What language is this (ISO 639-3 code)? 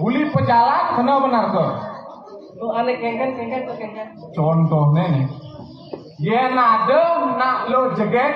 ban